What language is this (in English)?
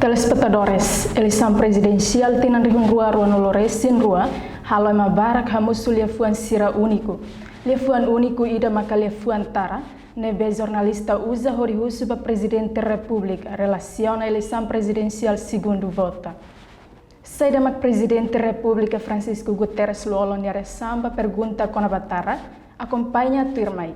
Tetum